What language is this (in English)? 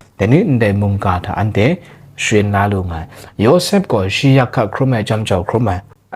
Kachin